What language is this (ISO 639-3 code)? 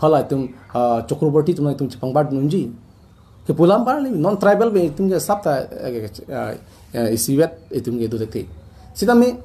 mjw